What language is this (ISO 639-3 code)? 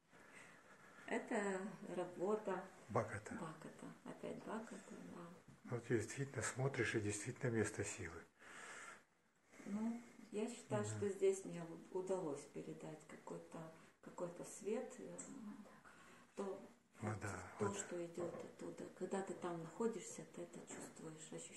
rus